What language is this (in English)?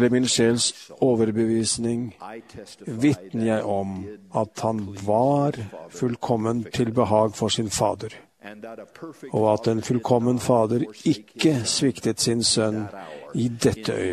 Norwegian